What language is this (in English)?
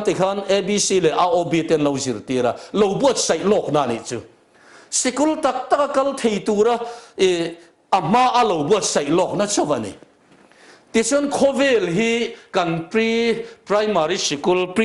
Mizo